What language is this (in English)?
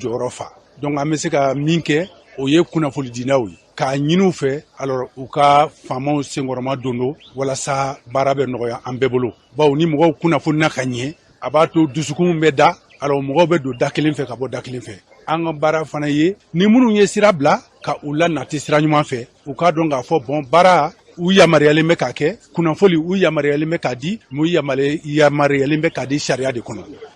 Bambara